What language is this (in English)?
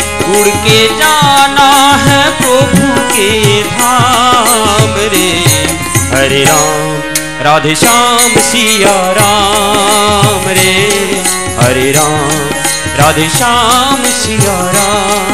Bangla